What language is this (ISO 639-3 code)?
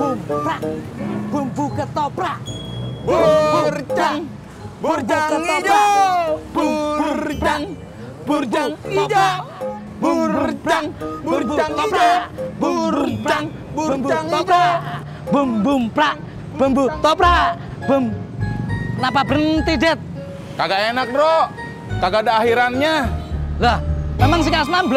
bew